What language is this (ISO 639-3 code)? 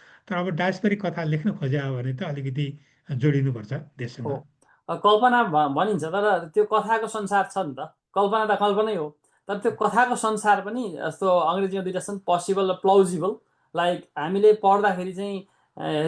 nep